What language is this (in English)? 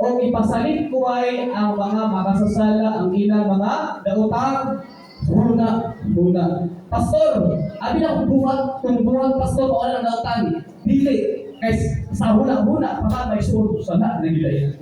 Cebuano